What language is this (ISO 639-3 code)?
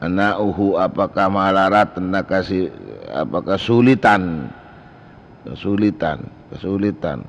mad